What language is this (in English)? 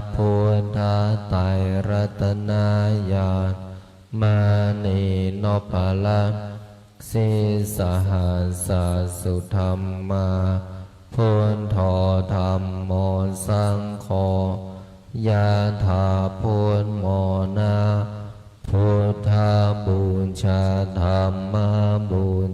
Pali